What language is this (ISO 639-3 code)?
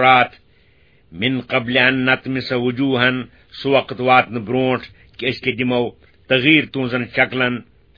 kas